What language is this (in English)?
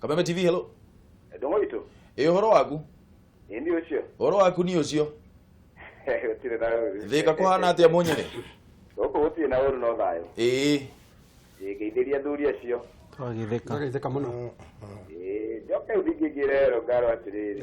Kikuyu